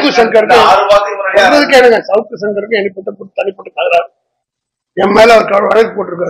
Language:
Tamil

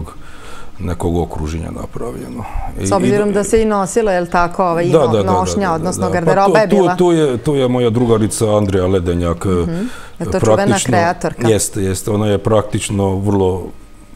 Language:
Serbian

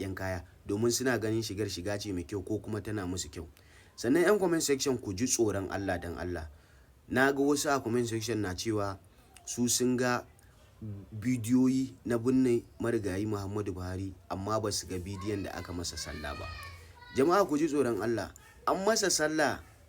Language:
Hausa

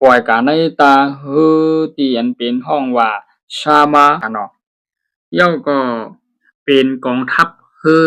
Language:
Shan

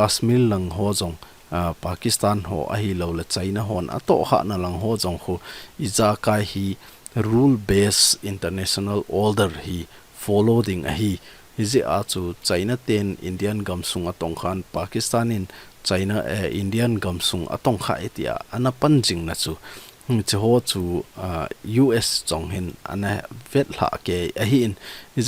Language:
Thado Chin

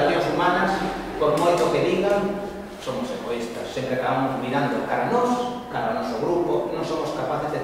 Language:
Galician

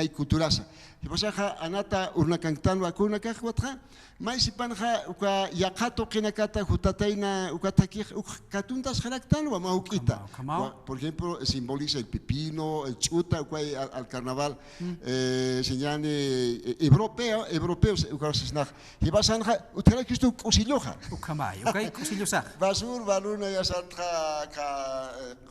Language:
Aymara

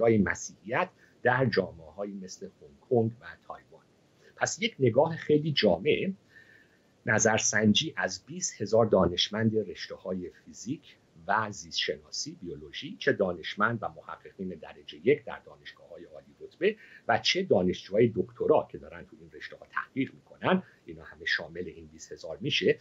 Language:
Persian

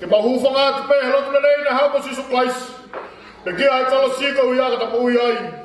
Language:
Tongan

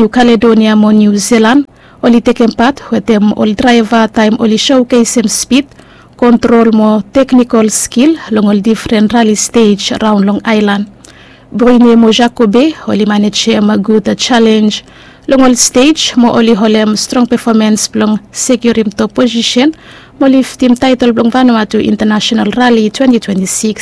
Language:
Bislama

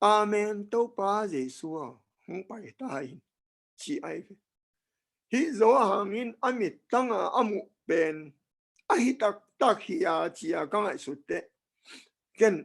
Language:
Tedim Chin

